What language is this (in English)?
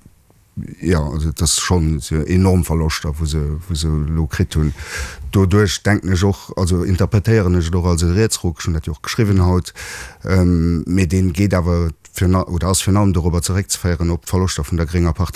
Luxembourgish